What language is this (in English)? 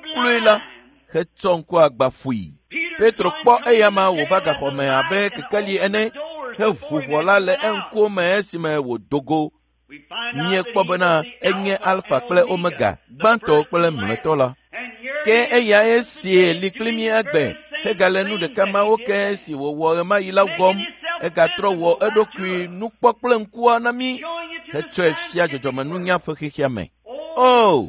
Ewe